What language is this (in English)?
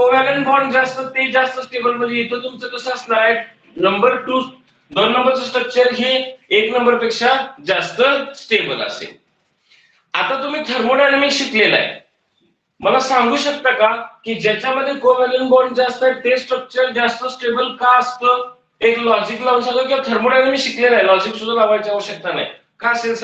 Marathi